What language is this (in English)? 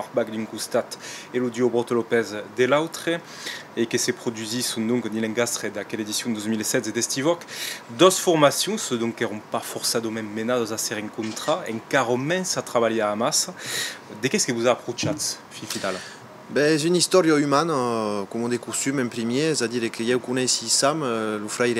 Occitan